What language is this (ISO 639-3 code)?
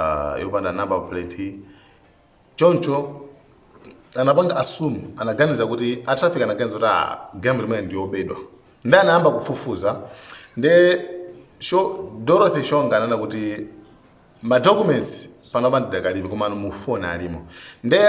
nya